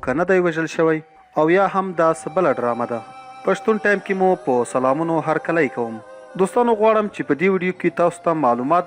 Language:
Pashto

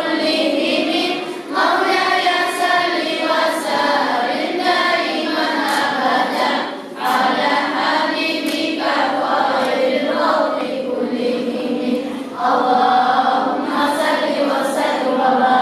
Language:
Kumyk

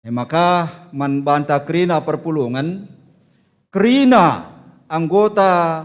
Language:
Batak Karo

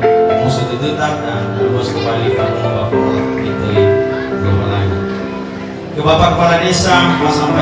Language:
Nias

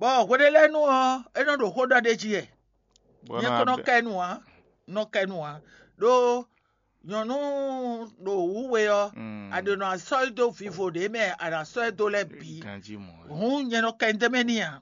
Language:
Fon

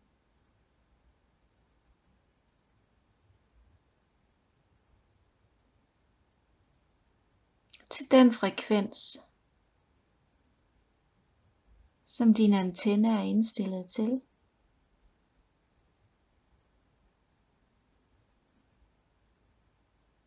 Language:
Danish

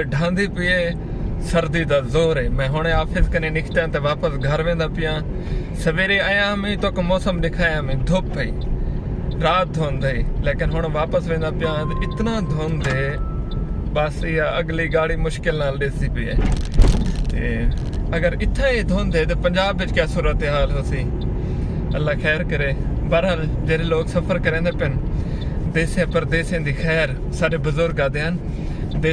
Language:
Saraiki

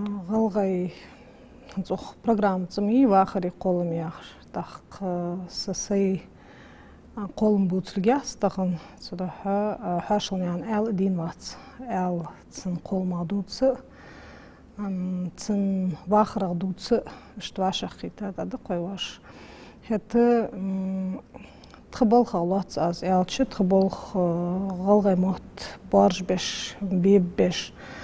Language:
Ingush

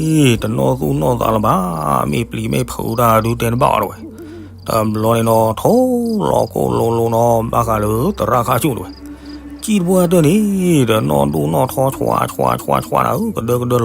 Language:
S'gaw Karen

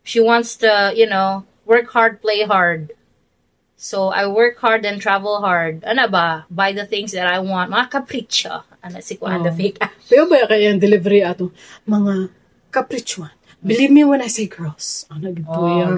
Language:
Cebuano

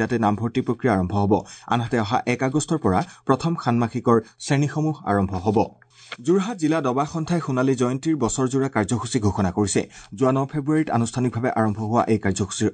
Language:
Assamese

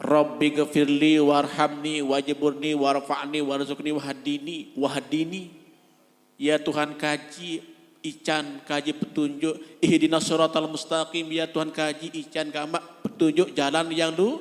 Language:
Sasak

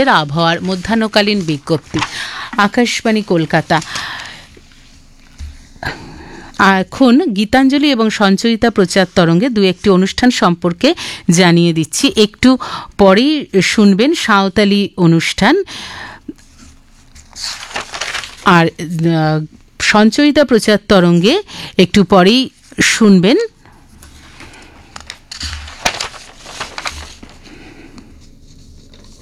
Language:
Bangla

